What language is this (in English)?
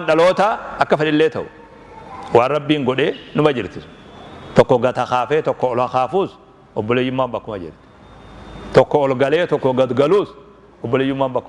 Oromo